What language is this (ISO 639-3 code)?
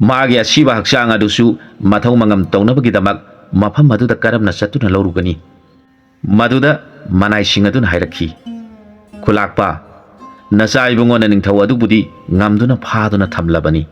mni